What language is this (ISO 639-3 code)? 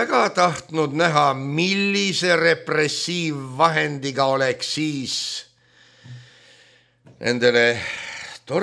est